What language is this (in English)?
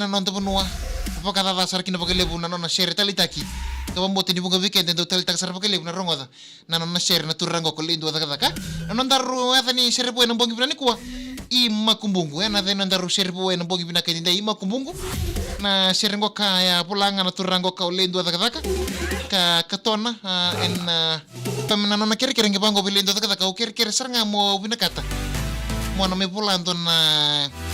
Fijian